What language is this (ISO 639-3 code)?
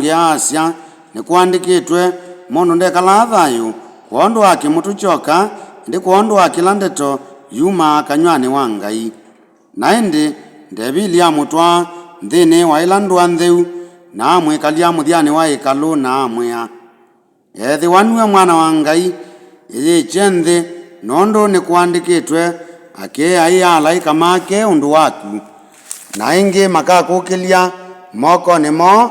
kam